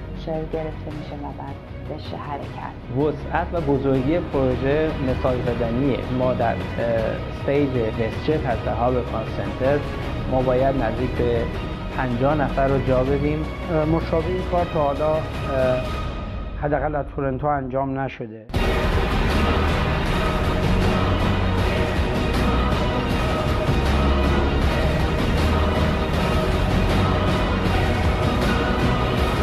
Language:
Persian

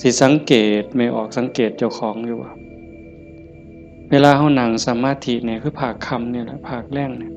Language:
Northeastern Thai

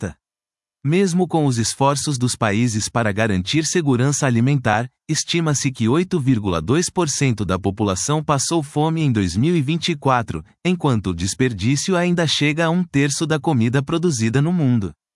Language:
Portuguese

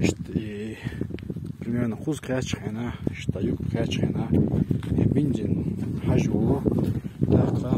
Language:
Chechen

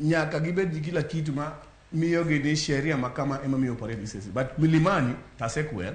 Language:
Luo (Kenya and Tanzania)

